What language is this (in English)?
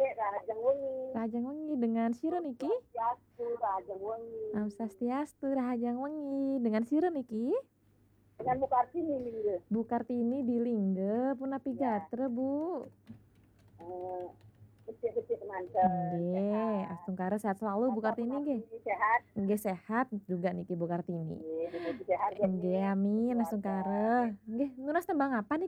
Balinese